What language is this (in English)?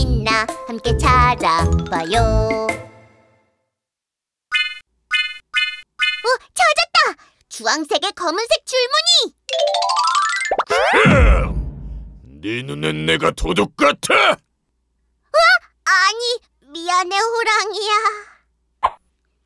Korean